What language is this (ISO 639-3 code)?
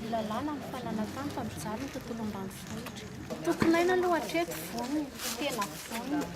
mlg